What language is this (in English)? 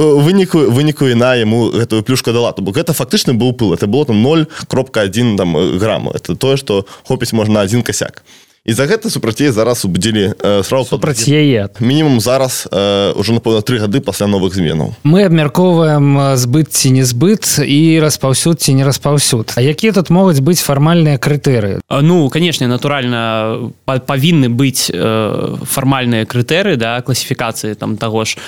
Belarusian